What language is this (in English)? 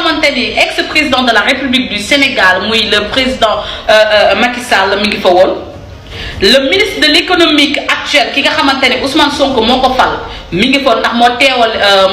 Wolof